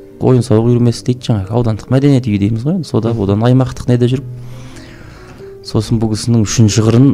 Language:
Kazakh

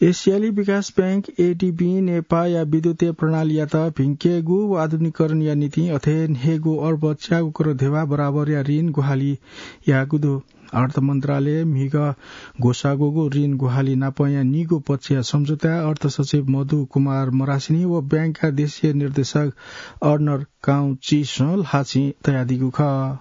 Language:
Newari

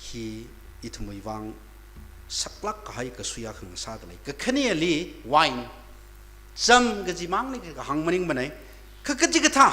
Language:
Tangkhul Naga (India)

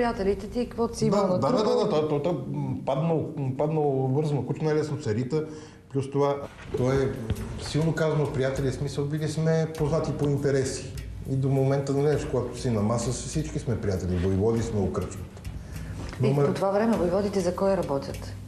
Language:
Bulgarian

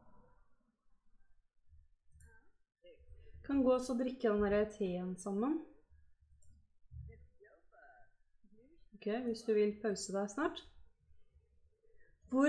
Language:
Norwegian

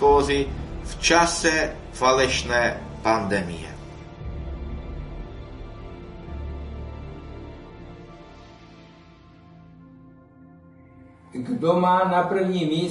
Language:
Czech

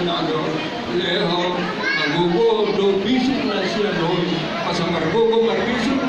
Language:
Batak Toba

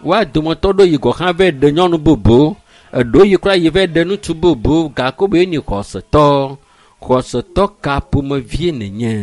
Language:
Ewe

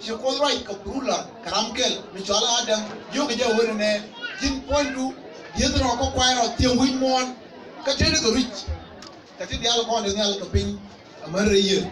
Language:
Nuer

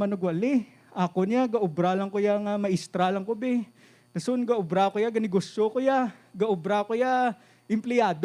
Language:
Hiligaynon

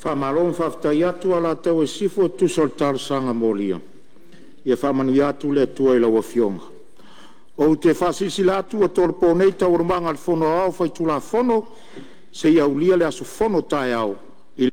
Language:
Samoan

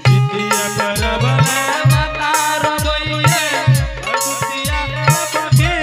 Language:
Angika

